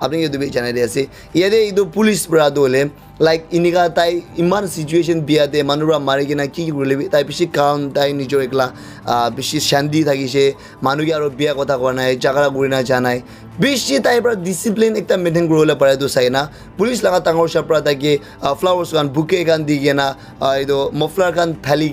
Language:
Naga Pidgin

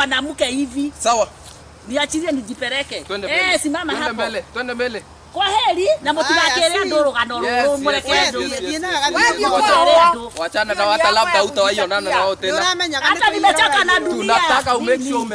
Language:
Kikuyu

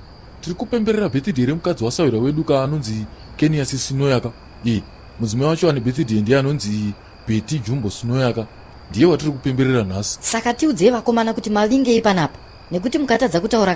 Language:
Shona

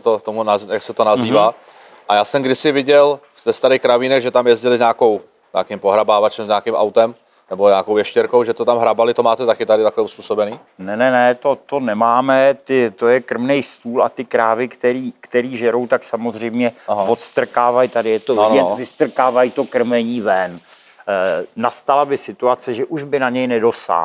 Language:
Czech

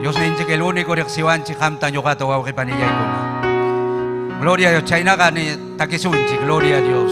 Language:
Ayacucho Quechua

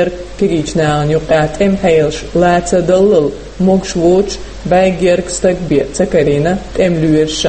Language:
Chechen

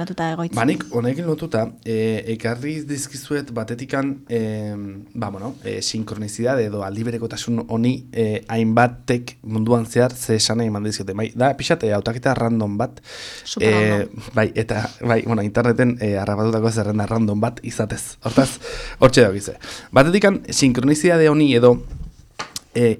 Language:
Basque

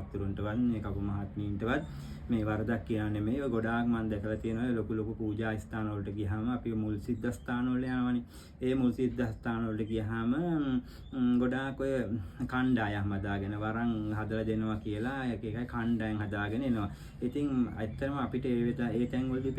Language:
Sinhala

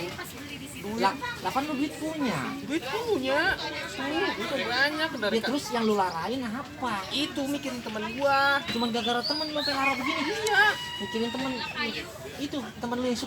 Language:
Betawi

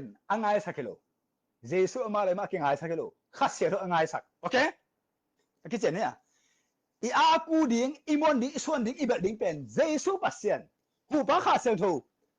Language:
Tedim Chin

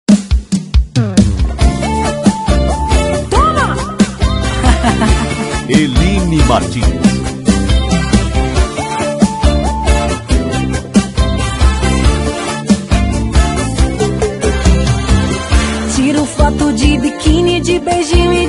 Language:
Portuguese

